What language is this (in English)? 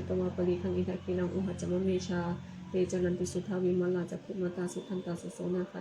Pali